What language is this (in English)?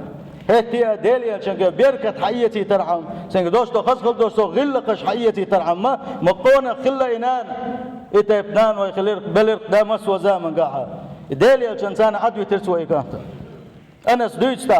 Chechen